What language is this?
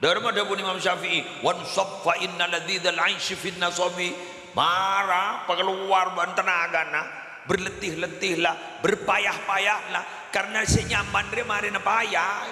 Madurese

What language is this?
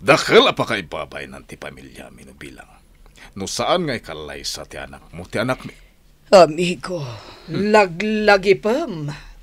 Iloko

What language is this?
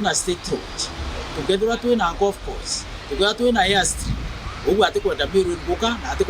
Meru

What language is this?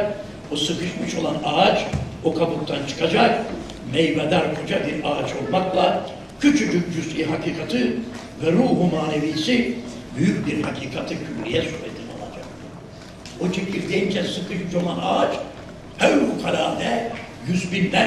Turkish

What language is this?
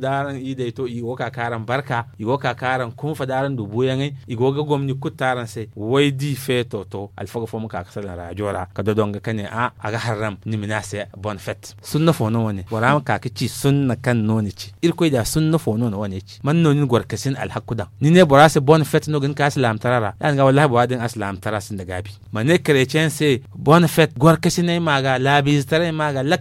Zarma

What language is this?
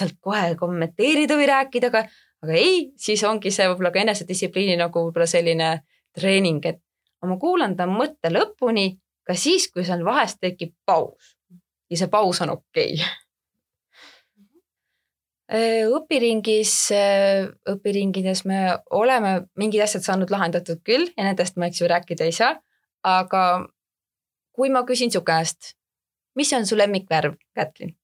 Estonian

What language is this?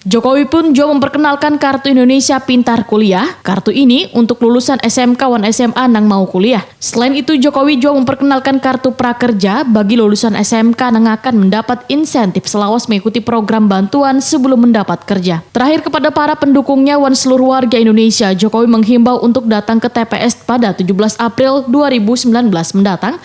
Banjar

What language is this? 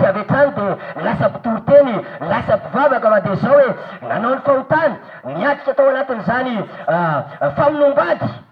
Malagasy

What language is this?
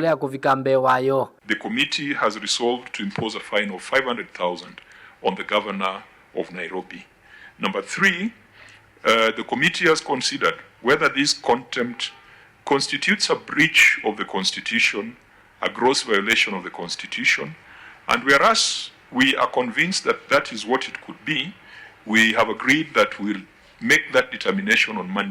Kamba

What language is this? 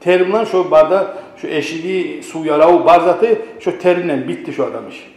Kumyk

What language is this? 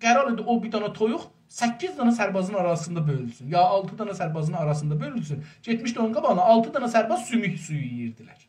South Azerbaijani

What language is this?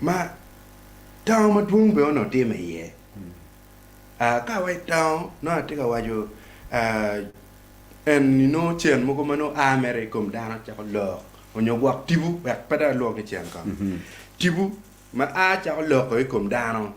Acoli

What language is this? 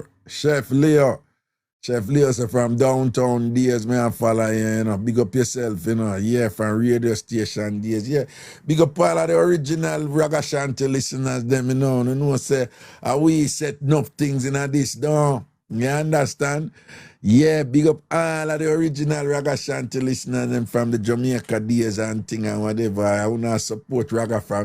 Jamaican Creole English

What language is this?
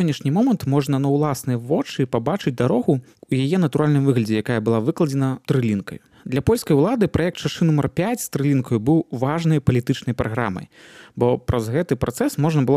Belarusian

